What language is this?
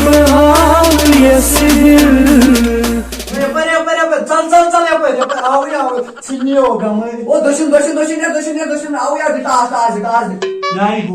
Kashmiri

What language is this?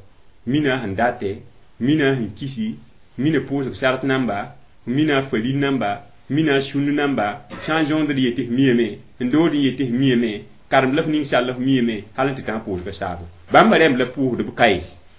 Mossi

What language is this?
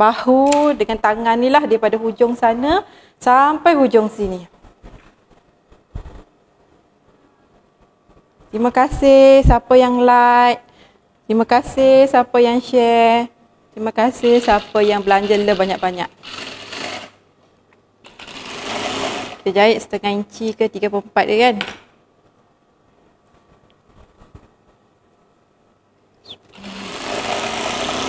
Malay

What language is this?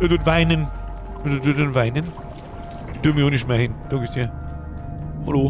Bavarian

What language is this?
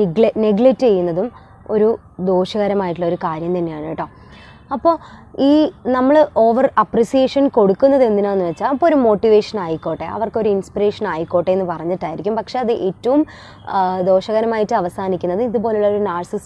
Malayalam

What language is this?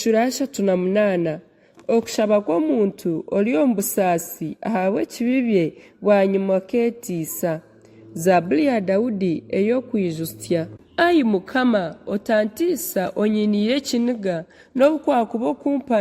Nyankole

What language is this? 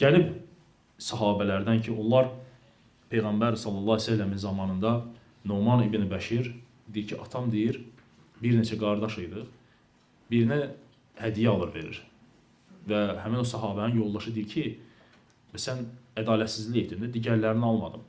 Azerbaijani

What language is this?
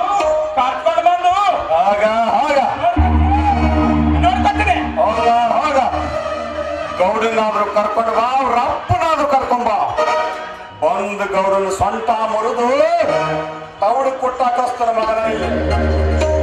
Kannada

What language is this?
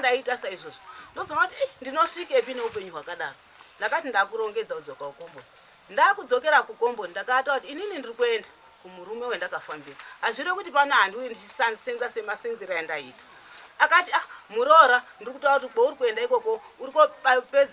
Shona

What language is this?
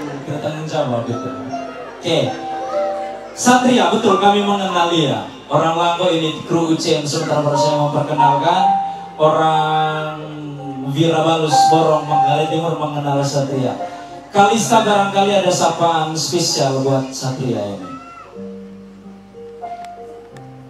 Indonesian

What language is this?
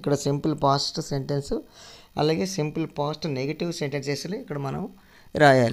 Telugu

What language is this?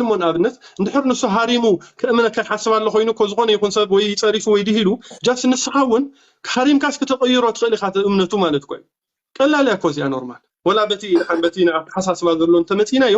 Tigrinya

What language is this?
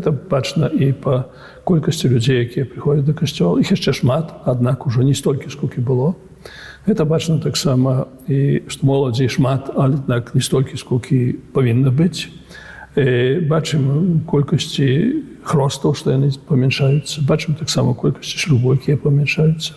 Belarusian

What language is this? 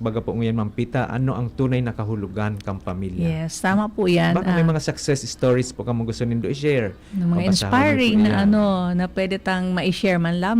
Bikol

